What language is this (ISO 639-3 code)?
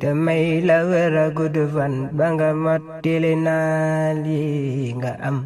wol